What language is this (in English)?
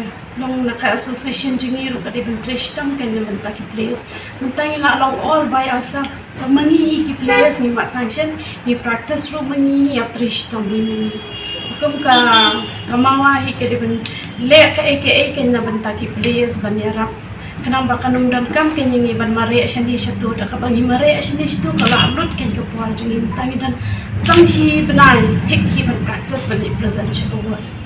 Khasi